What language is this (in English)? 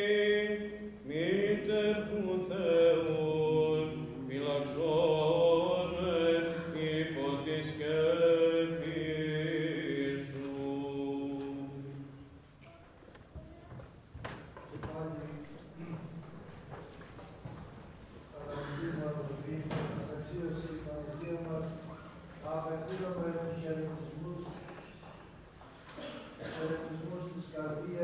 Greek